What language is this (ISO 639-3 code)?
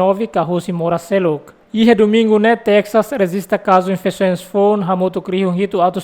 tet